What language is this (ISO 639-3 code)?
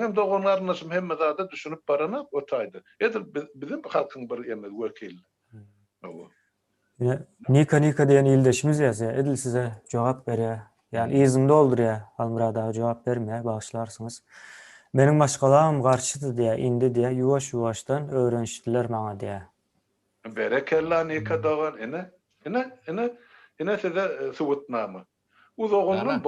tuk